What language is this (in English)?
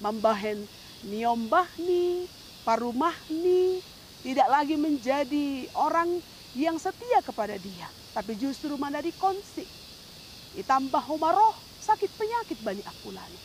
Batak Simalungun